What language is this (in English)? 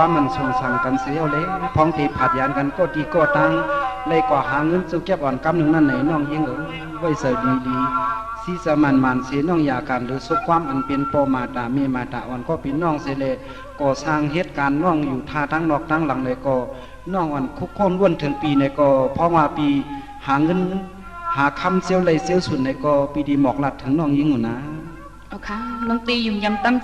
Shan